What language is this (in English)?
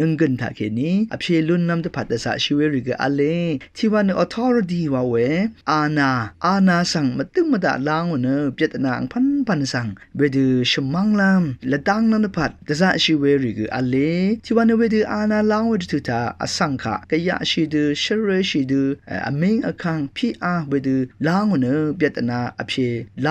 Rawang